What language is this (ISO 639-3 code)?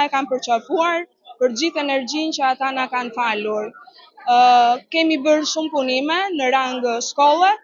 sqi